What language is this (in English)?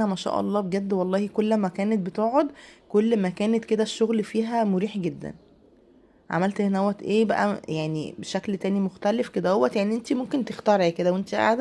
Egyptian Arabic